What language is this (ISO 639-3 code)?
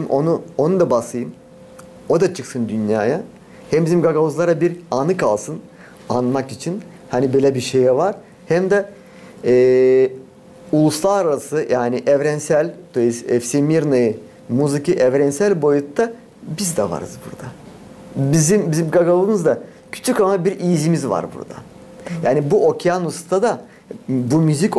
gag